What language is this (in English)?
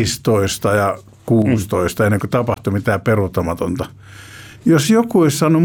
Finnish